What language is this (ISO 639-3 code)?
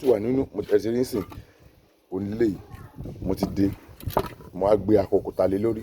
yor